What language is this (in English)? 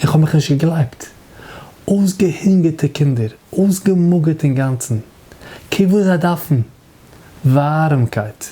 Yiddish